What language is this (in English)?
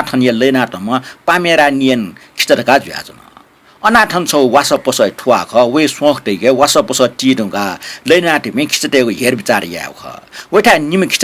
Newari